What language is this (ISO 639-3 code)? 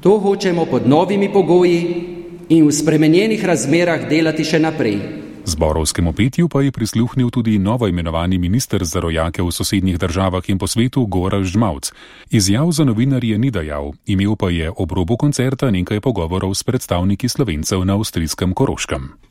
slv